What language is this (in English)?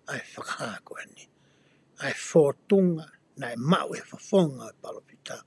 Tongan